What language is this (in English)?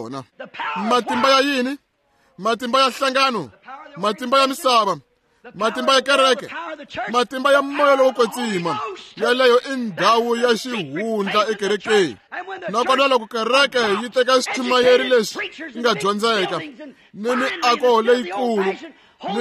Tsonga